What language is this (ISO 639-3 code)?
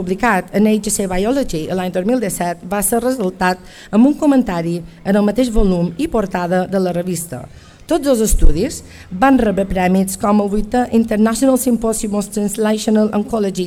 cat